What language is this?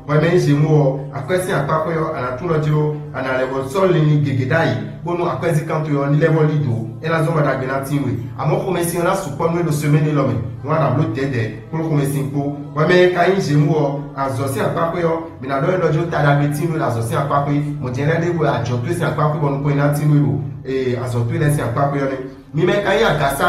Fon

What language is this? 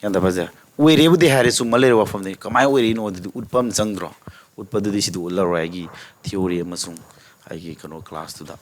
Manipuri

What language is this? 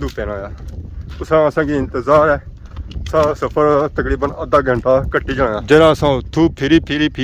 Pahari-Potwari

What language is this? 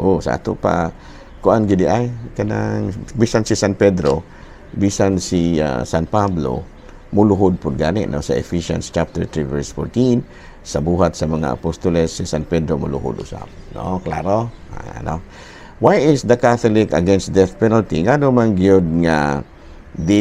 Cebuano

